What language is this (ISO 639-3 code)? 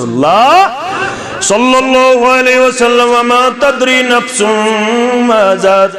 kas